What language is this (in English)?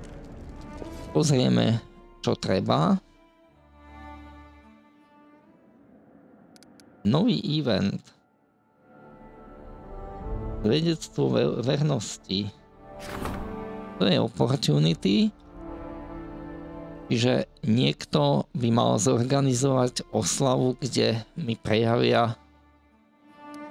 Slovak